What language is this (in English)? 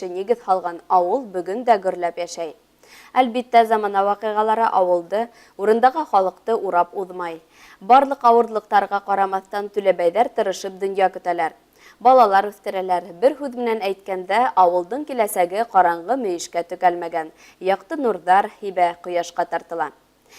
Bashkir